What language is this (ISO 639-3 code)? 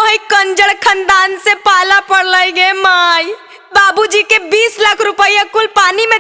mag